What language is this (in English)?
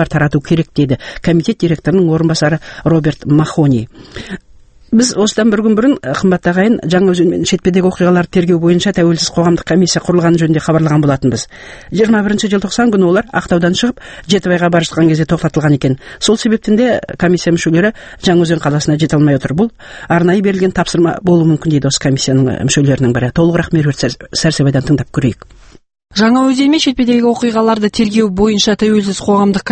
Kazakh